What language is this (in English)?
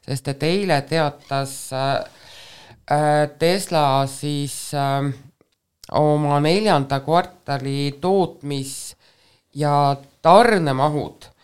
Estonian